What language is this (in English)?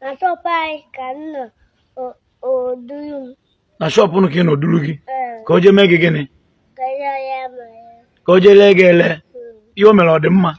Igbo